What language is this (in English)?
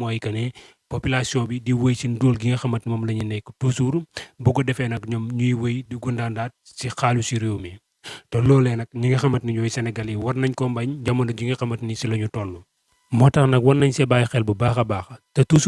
Wolof